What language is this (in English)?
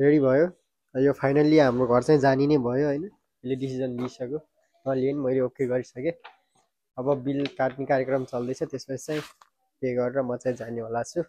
Nepali